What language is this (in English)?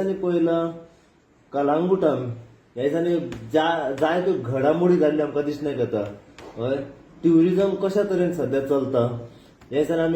Konkani